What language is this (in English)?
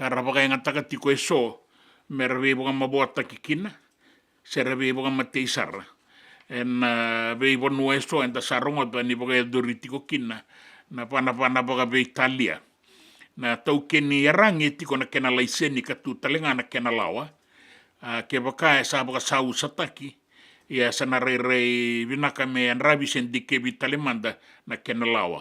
Fijian